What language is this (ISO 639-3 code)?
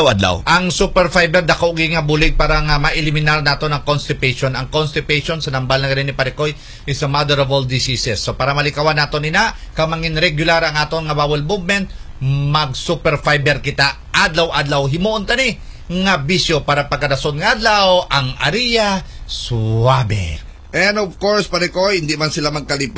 hil